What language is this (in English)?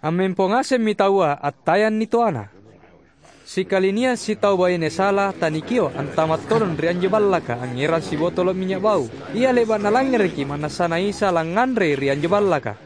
Makasar